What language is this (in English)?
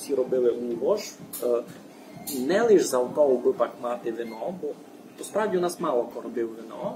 Rusyn